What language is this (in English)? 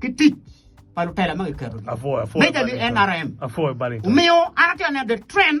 Acoli